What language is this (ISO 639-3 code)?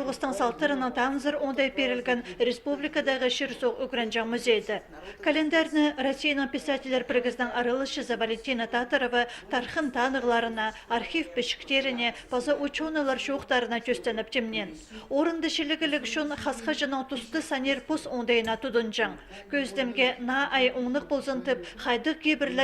kjh